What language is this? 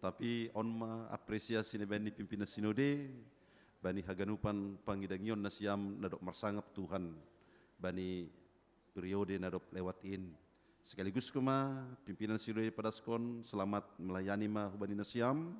Batak Simalungun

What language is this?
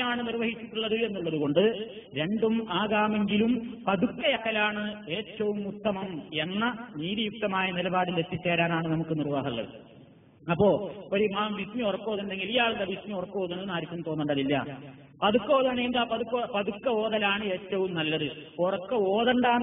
Malayalam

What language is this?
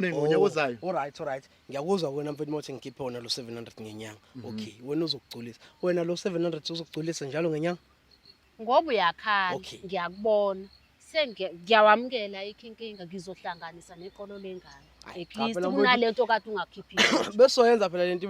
Zulu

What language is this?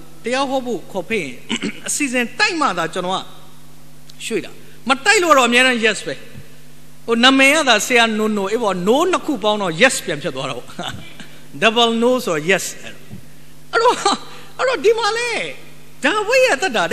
Burmese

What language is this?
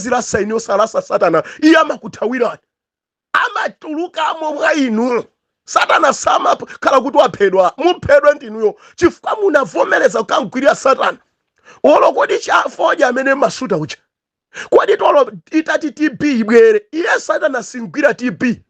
Nyanja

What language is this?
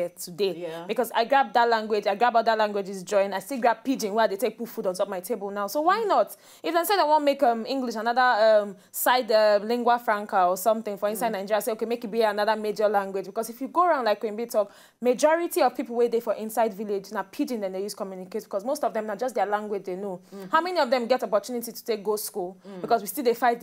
Nigerian Pidgin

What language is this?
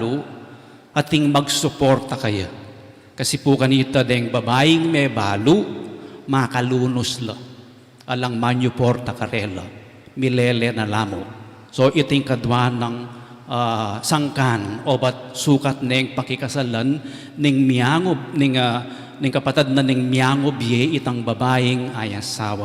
Pampanga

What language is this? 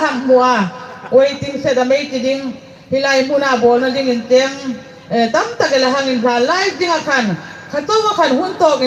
Hmar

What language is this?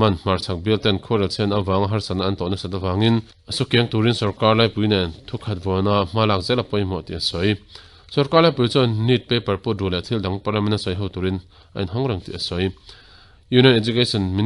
Mizo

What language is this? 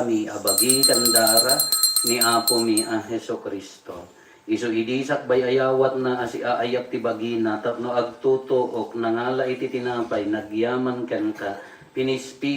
Iloko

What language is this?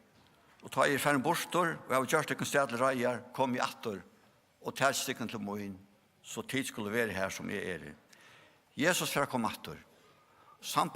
Faroese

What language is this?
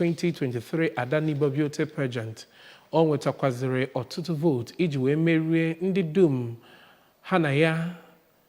Igbo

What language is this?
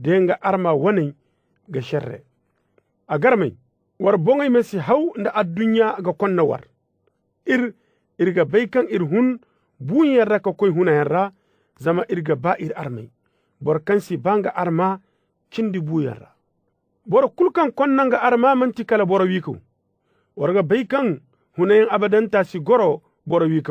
Zarma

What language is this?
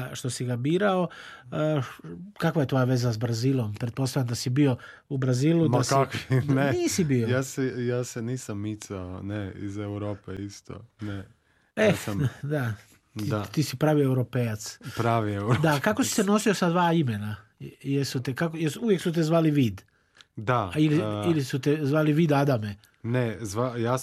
Croatian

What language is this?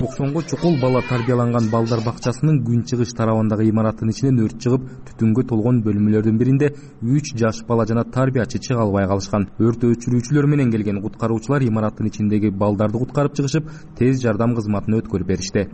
Kyrgyz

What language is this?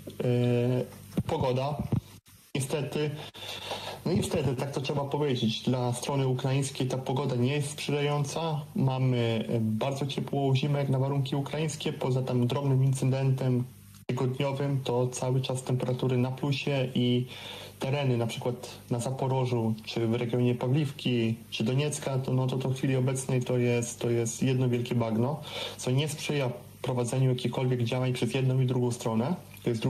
Polish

